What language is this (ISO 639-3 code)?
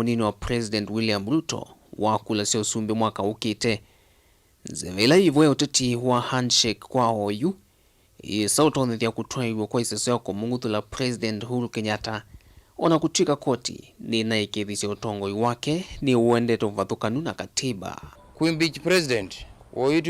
kam